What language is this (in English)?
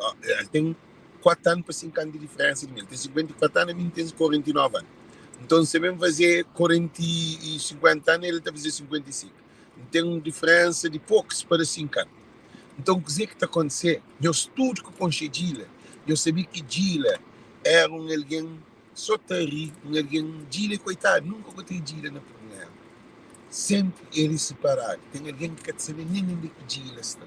Kabuverdianu